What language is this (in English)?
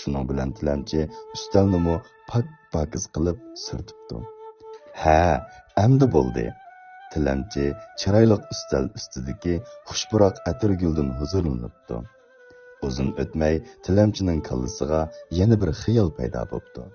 Uyghur